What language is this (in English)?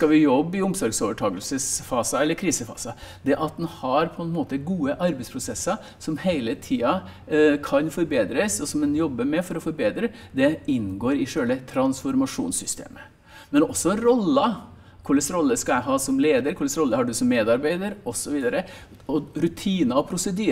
Norwegian